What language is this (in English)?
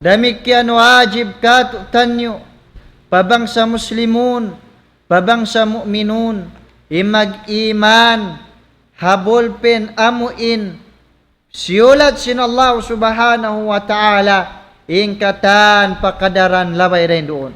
Tausug